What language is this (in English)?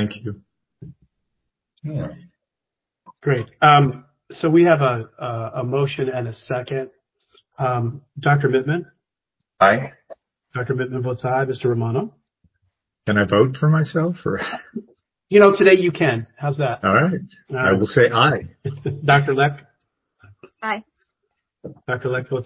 English